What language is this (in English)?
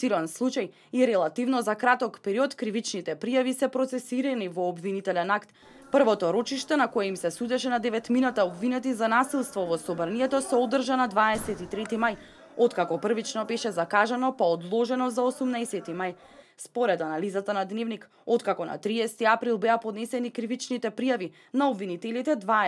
Macedonian